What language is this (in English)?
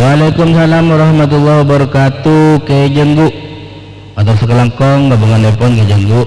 Madurese